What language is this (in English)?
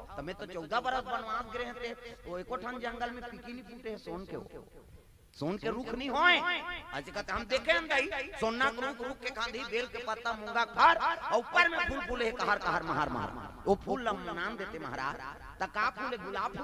Chhattisgarhi